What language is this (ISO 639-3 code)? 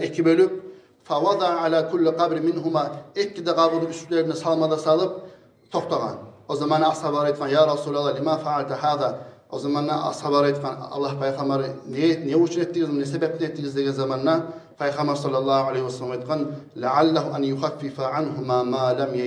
kum